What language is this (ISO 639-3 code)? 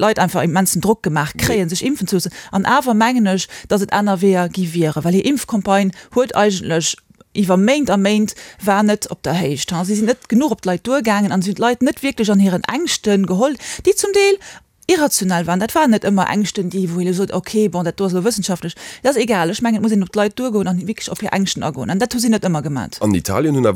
ltz